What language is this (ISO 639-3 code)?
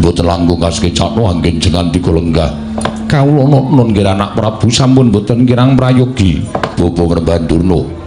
jav